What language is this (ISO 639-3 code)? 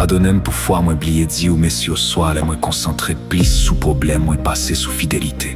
hat